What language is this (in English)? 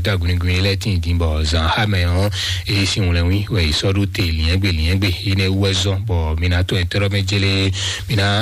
Fon